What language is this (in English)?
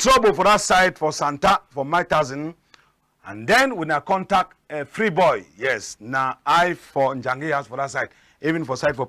Cameroon Pidgin